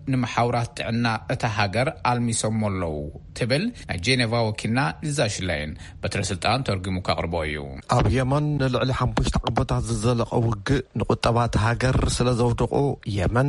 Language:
Tigrinya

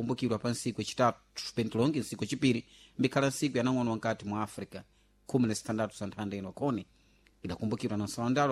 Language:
Sena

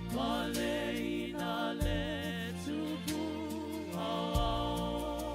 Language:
Samoan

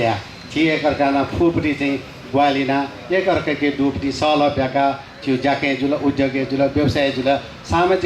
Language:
Newari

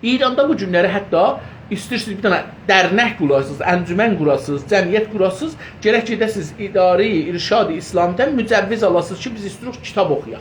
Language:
South Azerbaijani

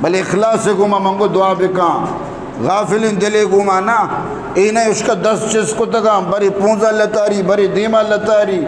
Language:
Eastern Balochi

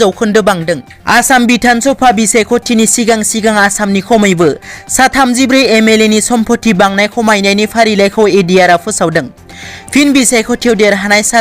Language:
Bodo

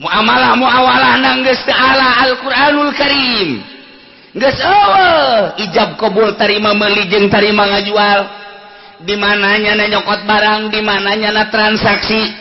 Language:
Sundanese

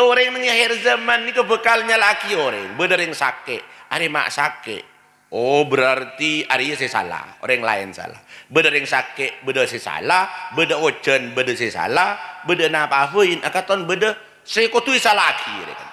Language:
Madurese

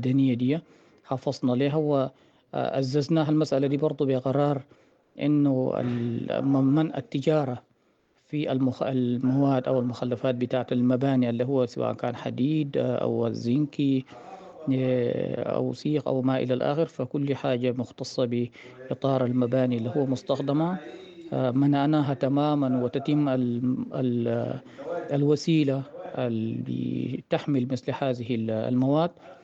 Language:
Sudanese Arabic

